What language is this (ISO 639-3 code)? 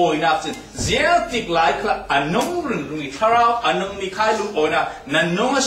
cfm